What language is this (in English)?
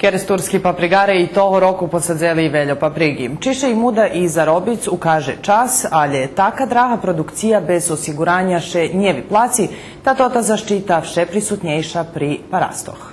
Rusyn